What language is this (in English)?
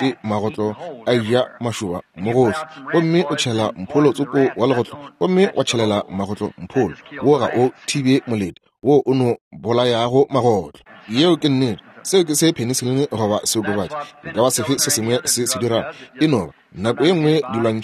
Northern Sotho